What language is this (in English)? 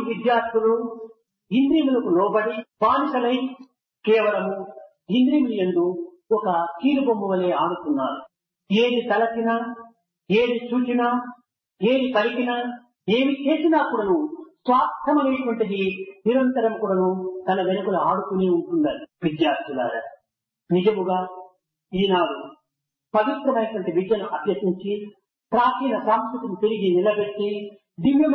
Telugu